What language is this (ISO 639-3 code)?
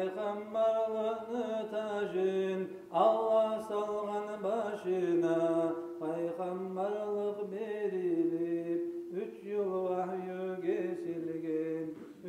kum